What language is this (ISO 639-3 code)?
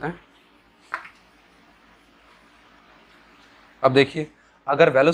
hin